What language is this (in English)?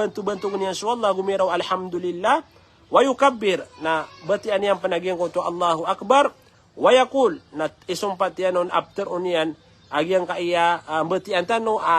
Maranao